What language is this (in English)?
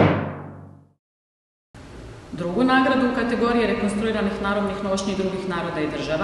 Croatian